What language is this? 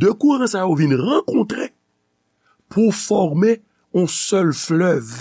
Haitian Creole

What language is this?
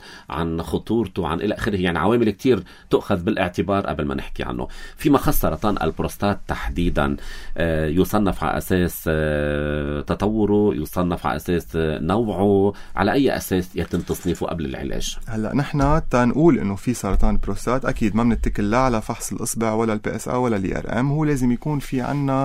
North Levantine Arabic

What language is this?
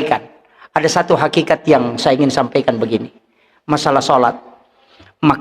Buginese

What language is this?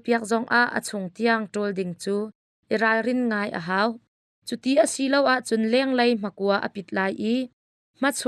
Hakha Chin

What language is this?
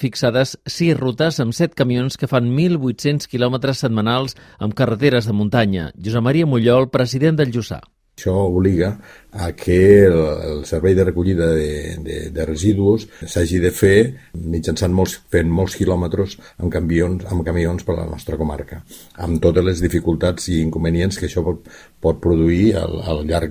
Catalan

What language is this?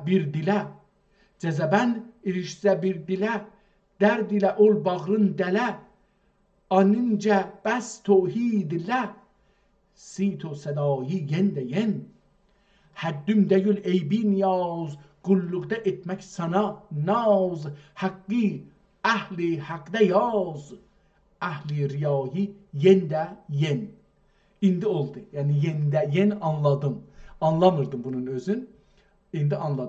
South Azerbaijani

